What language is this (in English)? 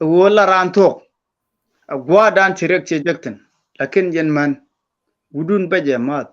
Nuer